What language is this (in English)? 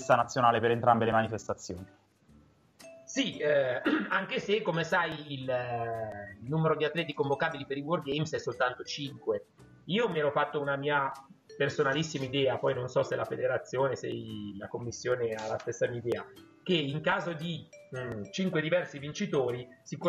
Italian